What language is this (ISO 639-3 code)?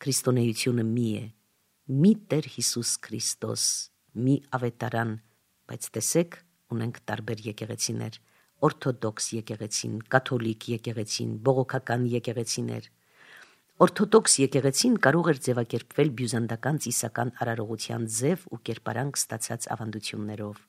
hye